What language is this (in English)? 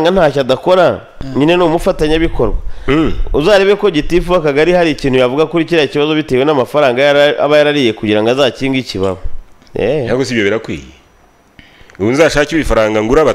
Kinyarwanda